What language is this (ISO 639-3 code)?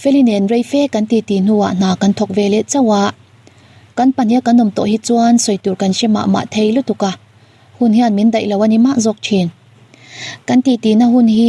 lus